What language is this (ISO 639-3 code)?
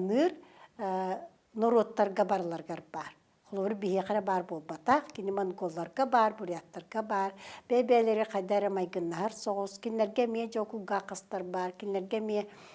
sah